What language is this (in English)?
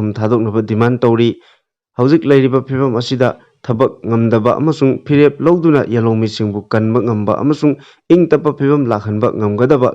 Manipuri